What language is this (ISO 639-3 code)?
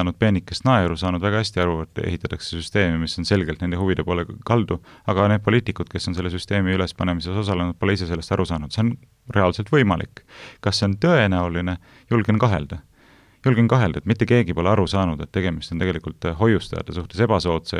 est